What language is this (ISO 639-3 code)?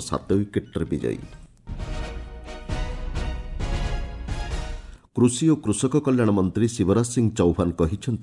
ori